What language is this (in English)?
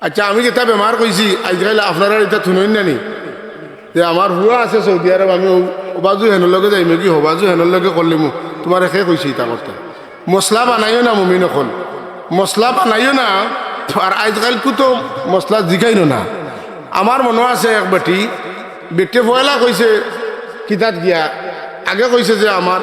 Sylheti